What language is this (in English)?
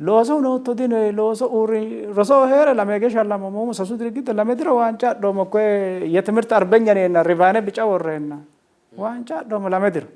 Sidamo